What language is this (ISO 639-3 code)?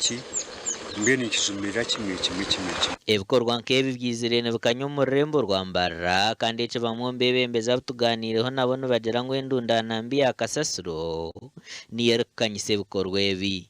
nyn